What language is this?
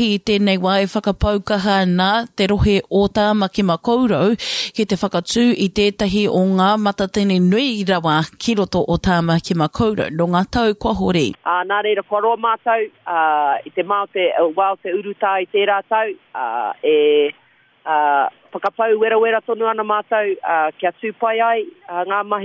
Māori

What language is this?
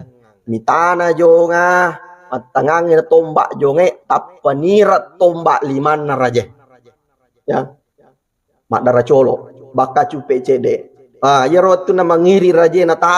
Buginese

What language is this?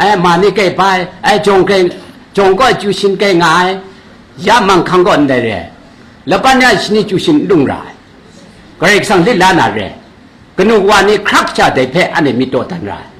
Kachin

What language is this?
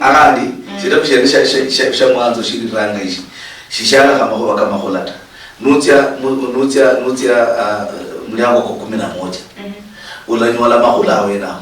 Luyia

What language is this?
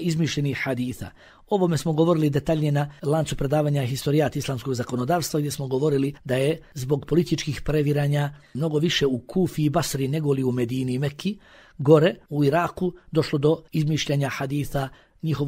Bosnian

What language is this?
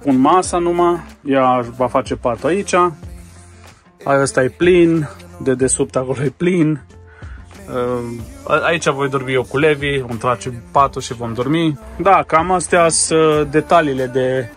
Romanian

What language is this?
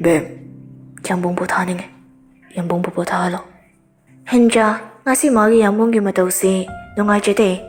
Manipuri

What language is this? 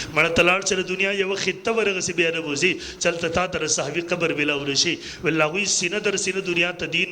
Pashto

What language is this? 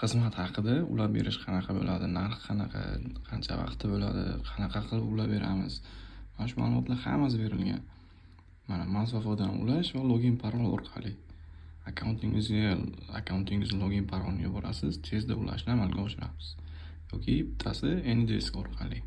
Uzbek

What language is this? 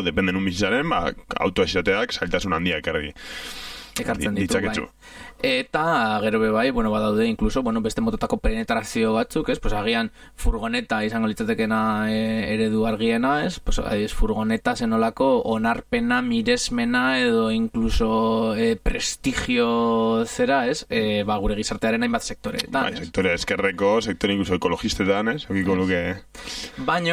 Basque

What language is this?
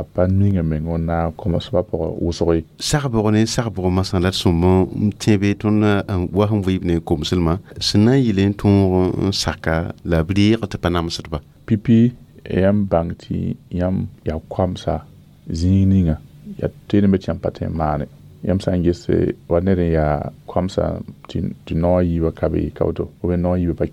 Mossi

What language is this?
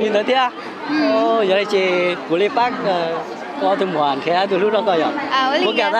Hmong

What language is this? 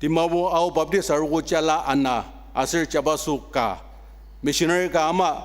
Ao Naga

